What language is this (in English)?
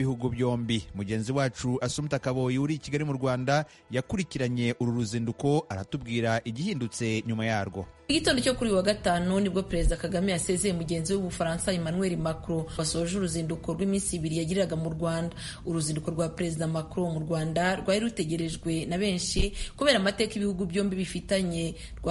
Kinyarwanda